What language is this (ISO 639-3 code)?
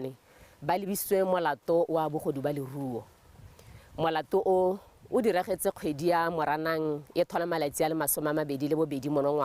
tsn